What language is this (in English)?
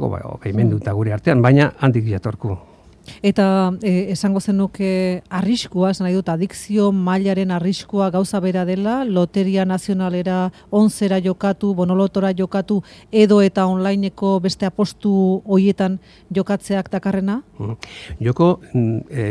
Basque